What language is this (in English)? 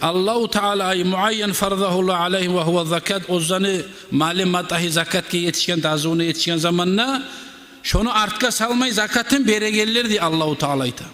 Kumyk